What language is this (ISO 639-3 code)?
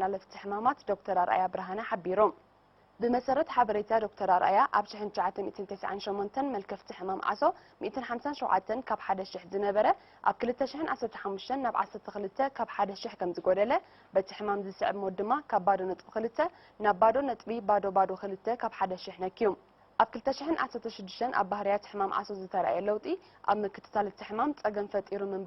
tir